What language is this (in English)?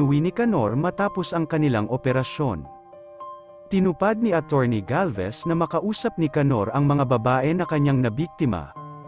Filipino